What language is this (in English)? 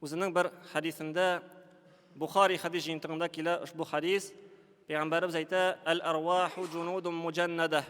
Tatar